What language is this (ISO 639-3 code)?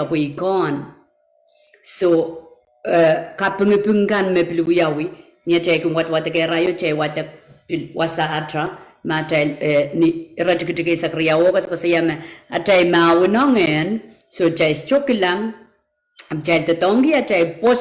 pon